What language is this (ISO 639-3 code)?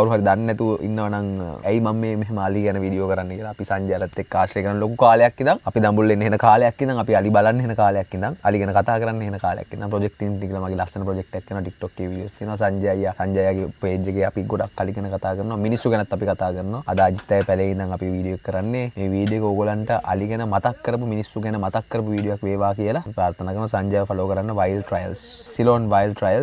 sin